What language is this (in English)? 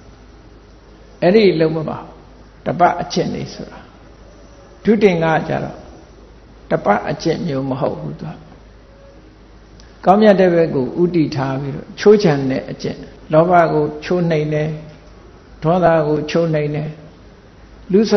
Burmese